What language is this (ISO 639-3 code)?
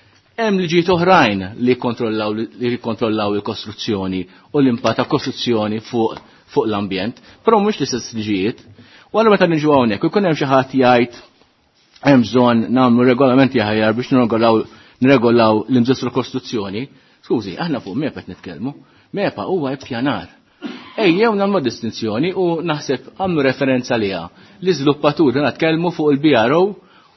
mlt